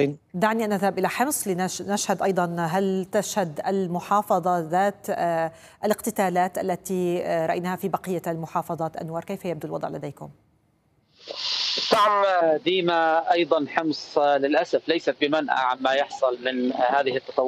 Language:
Arabic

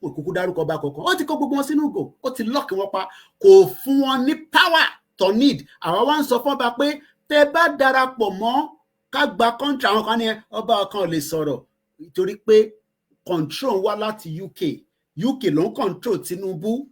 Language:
Yoruba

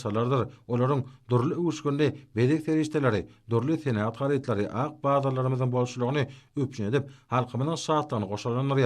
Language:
Turkmen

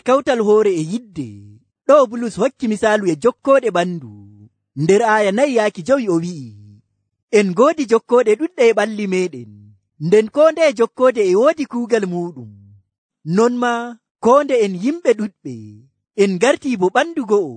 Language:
Nigerian Fulfulde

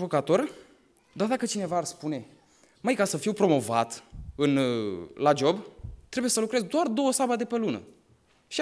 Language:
Romanian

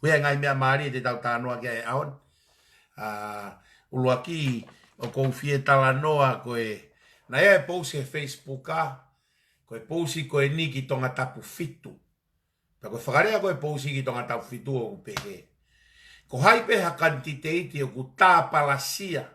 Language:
Tongan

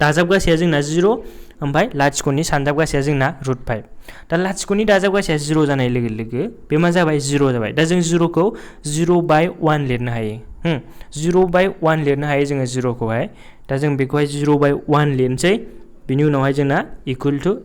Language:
Bodo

